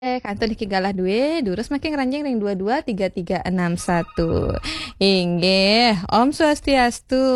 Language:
Balinese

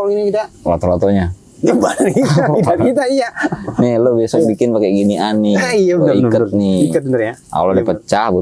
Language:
Betawi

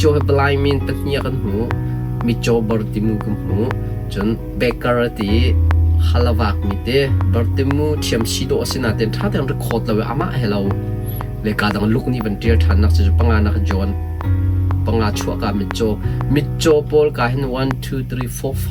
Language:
Hakha Chin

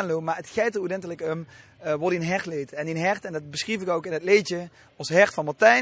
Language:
Limburgish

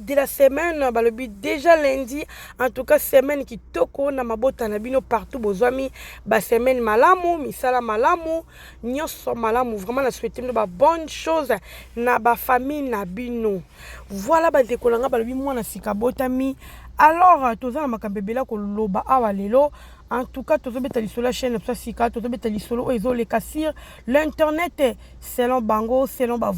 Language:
Lingala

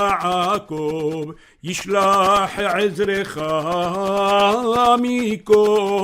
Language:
Ladino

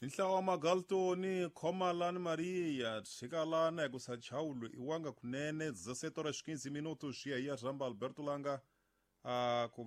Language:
Tsonga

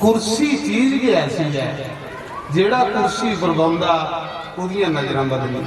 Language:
Dogri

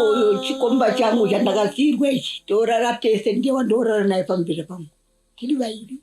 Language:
Shona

